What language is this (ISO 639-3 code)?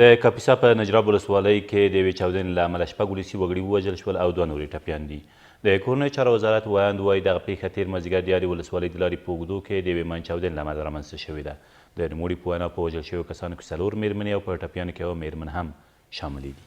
pus